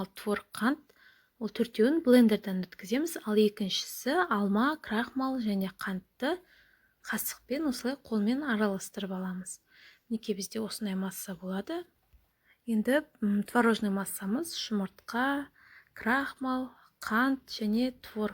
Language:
Kazakh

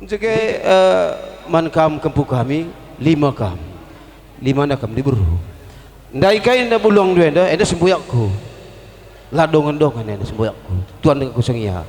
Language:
Batak Karo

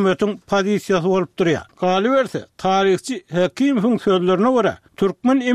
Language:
Turkmen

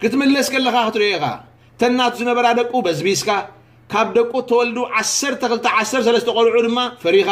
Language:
Tigrinya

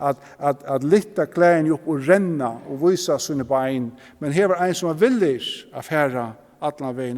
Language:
Faroese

